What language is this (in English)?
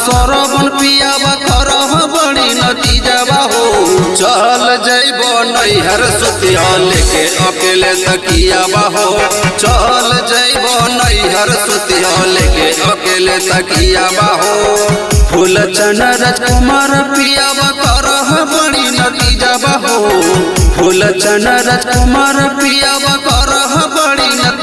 Bhojpuri